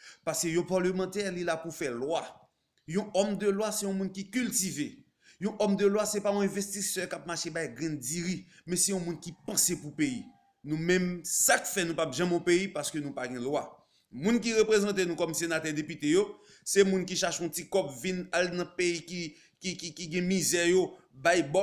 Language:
Haitian Creole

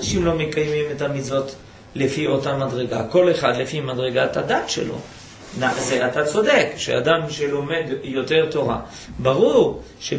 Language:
Hebrew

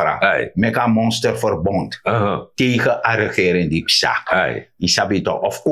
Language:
Sranan Tongo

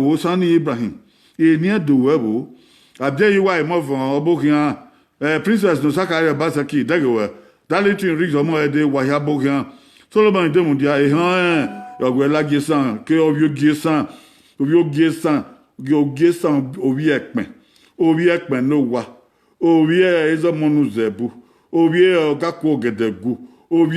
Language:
Bini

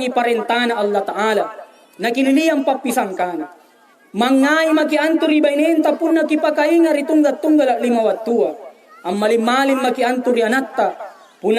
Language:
Makasar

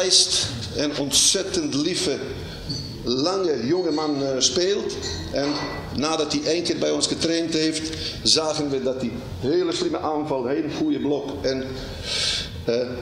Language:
Dutch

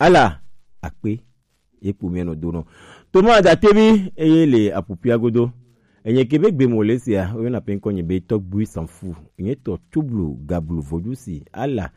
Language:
Gen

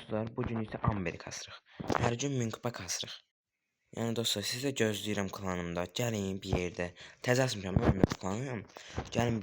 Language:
Azerbaijani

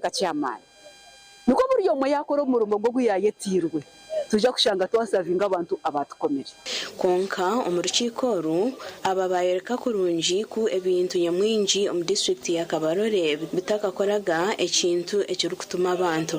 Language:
Nyankole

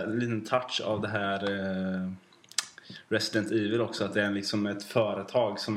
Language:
Swedish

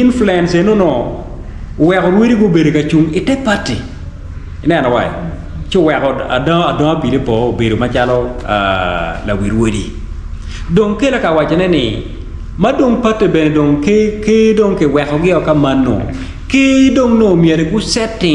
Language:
Acoli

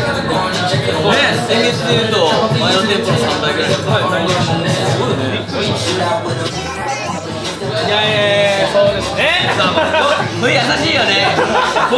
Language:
Japanese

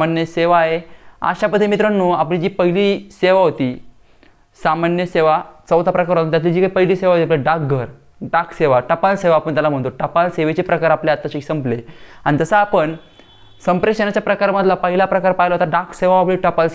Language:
Marathi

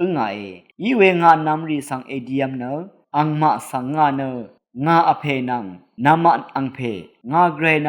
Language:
Rawang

